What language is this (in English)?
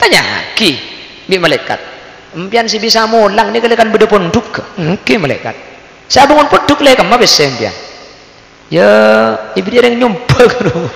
Madurese